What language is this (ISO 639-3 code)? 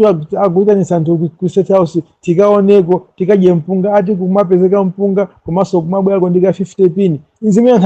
nya